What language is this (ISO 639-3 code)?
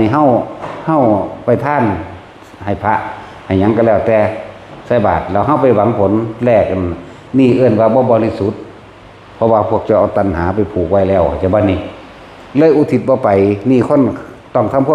tts